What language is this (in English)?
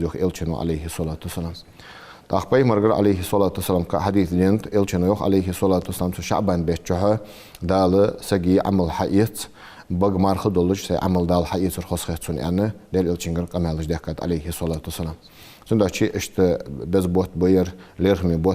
Ingush